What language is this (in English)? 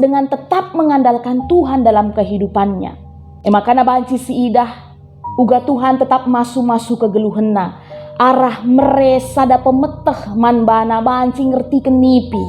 Batak Karo